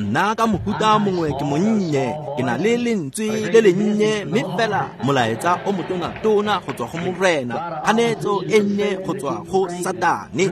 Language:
Tswana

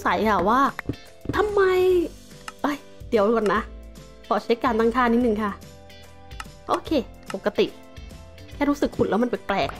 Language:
Thai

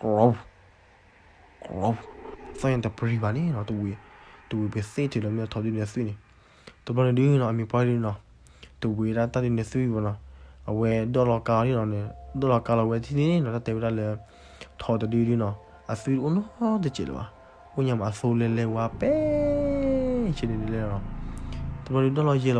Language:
S'gaw Karen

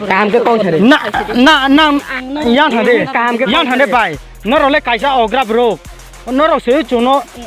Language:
Riang (India)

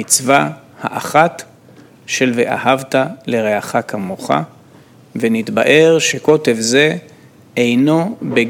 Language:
Hebrew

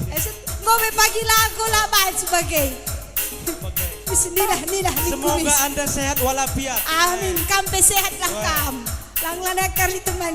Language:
Batak Karo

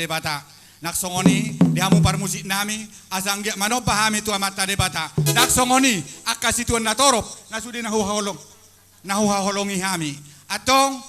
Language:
Batak Toba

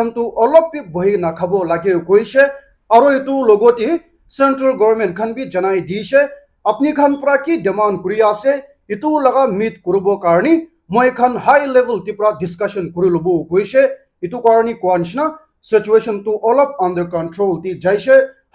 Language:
Naga Pidgin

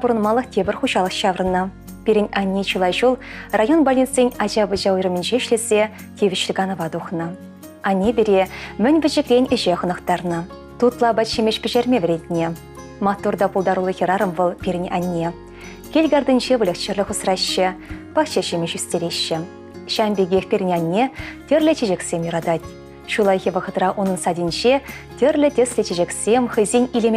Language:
Chuvash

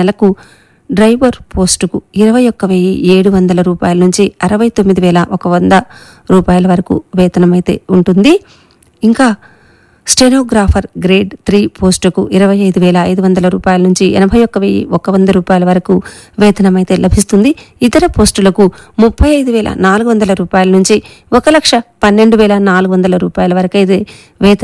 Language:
Telugu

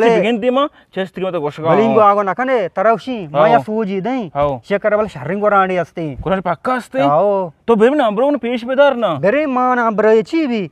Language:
Eastern Balochi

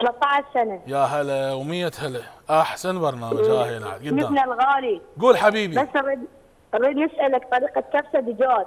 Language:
Mesopotamian Arabic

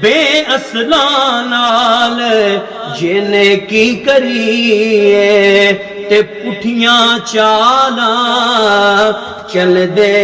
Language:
Pahari-Potwari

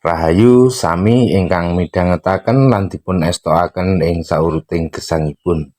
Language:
Javanese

